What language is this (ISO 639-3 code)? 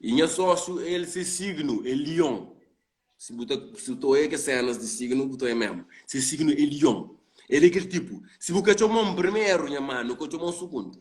kea